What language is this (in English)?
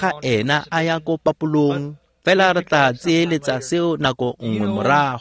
Tswana